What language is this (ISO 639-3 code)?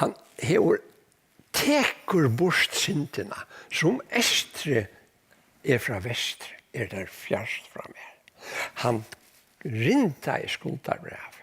fao